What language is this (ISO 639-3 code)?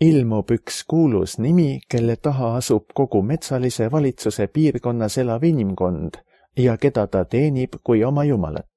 est